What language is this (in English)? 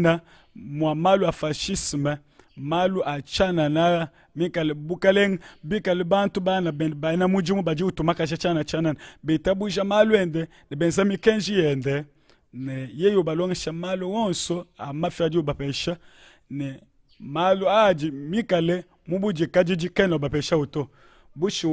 Luba-Lulua